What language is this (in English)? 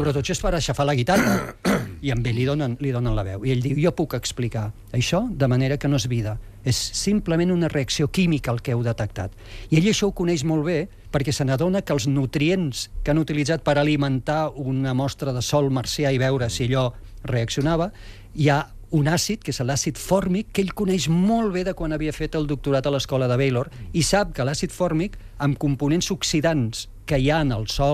Catalan